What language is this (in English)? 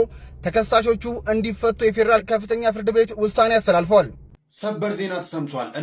Amharic